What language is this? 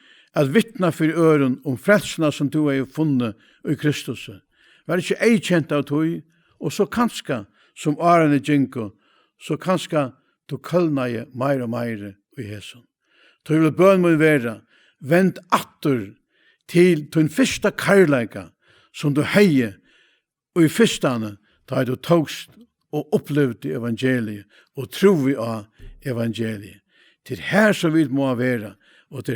Faroese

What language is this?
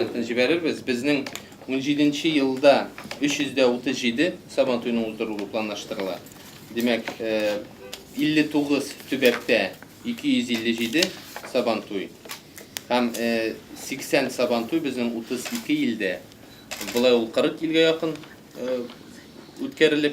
Tatar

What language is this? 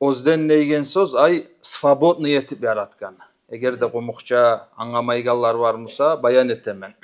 Kumyk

